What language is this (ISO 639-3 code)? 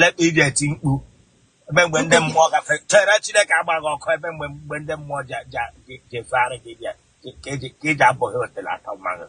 ibo